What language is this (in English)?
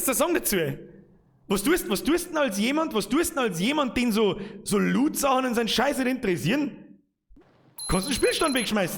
Bavarian